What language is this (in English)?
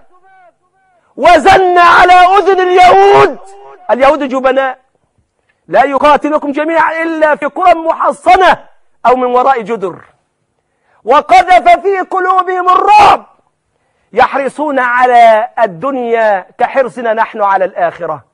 Arabic